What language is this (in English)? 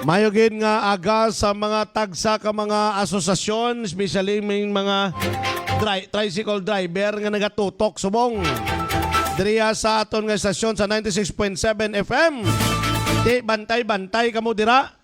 Hiligaynon